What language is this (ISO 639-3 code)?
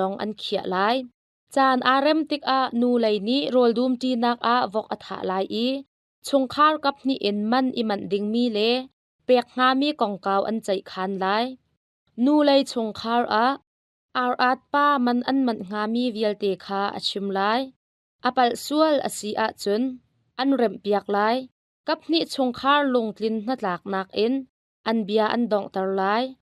cnh